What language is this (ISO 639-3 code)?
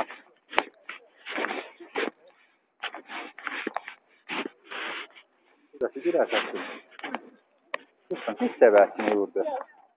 est